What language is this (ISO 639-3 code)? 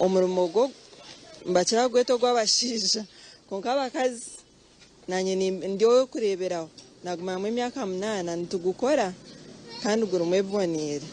nyn